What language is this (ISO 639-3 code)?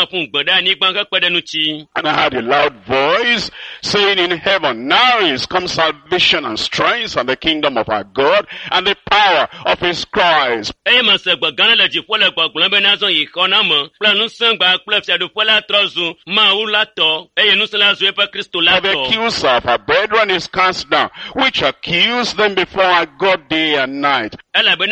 ewe